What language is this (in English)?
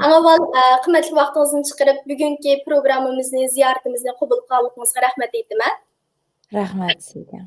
Uyghur